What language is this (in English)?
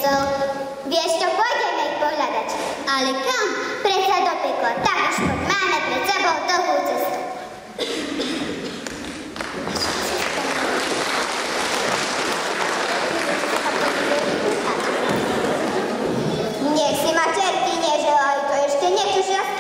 Slovak